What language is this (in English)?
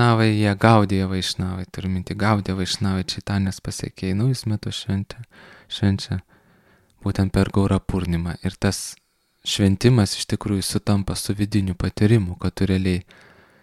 Lithuanian